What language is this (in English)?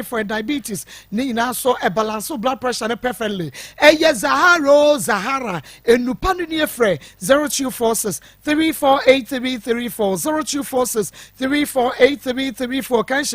Akan